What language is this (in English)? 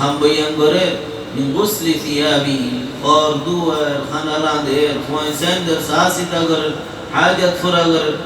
Rohingya